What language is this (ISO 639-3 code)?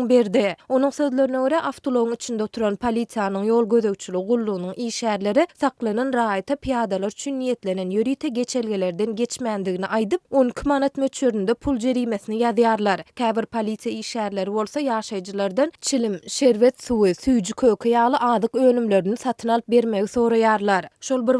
tuk